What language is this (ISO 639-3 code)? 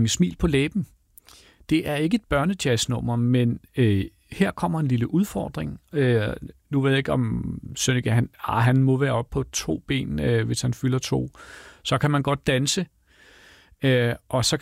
dan